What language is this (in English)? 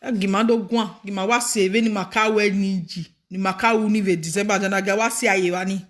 Nigerian Pidgin